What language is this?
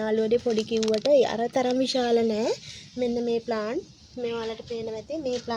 Sinhala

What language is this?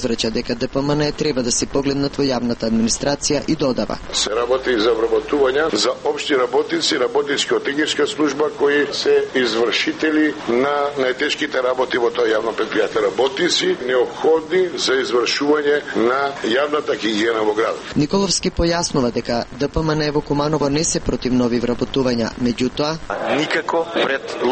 Macedonian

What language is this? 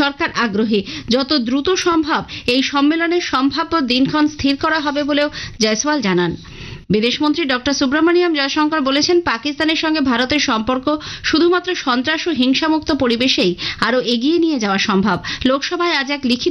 Bangla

